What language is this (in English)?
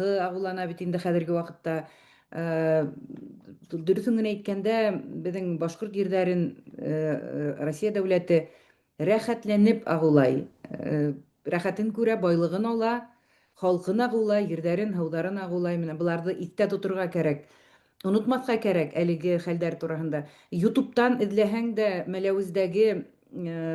Bashkir